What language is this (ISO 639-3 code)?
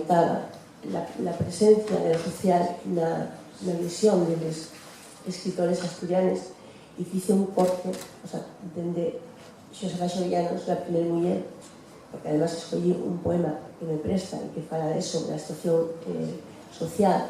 ast